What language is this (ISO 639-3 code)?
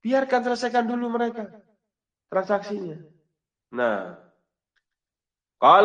ind